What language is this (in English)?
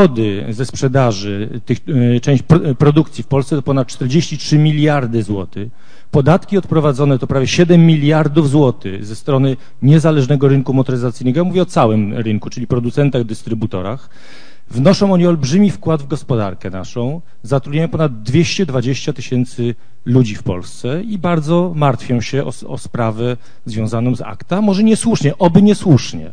Polish